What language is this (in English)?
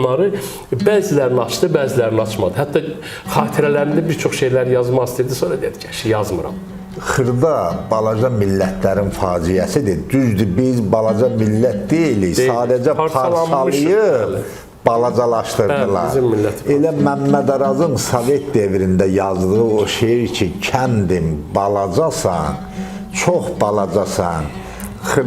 Azerbaijani